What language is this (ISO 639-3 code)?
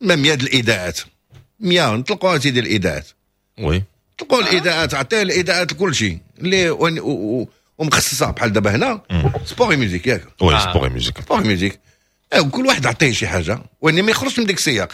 ary